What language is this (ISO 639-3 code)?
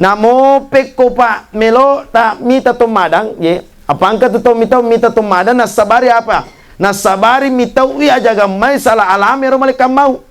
bug